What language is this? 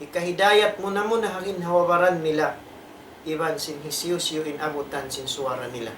Tausug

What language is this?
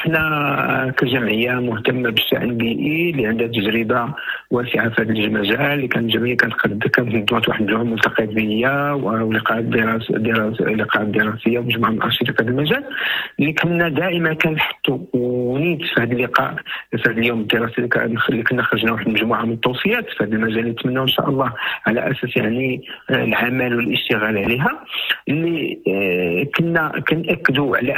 Moroccan Arabic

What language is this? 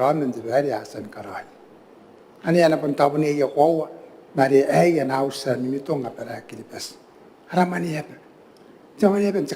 Gilbertese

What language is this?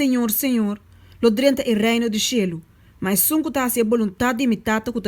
Papiamento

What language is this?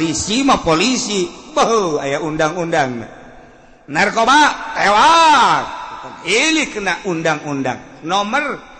Sundanese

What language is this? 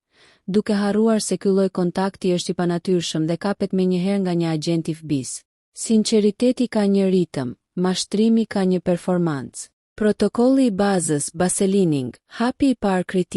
Albanian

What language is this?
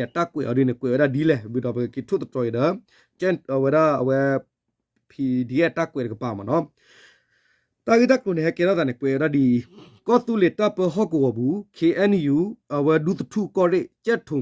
S'gaw Karen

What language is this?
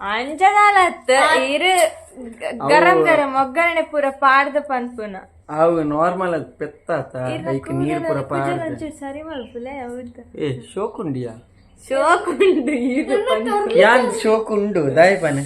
Tulu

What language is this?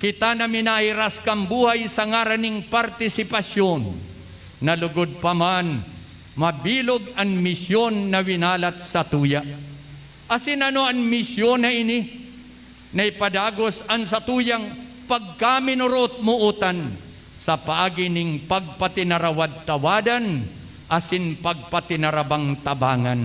Bikol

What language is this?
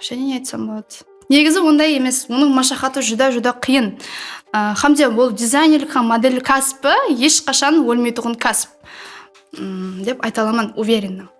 Kara-Kalpak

